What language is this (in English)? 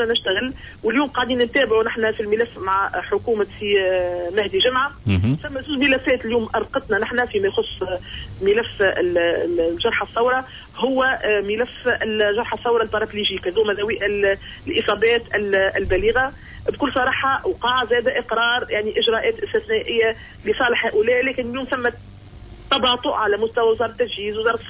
Tunisian Arabic